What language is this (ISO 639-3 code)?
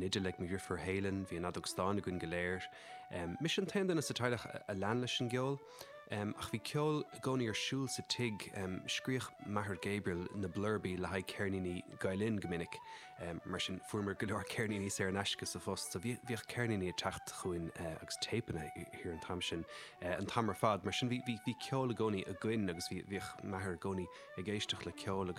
gle